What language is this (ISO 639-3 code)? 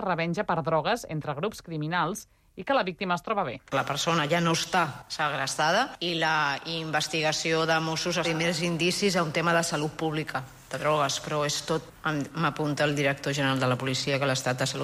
cat